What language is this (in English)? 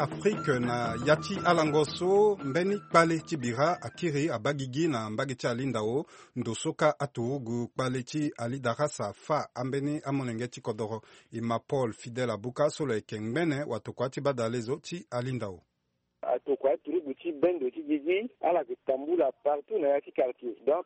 Sango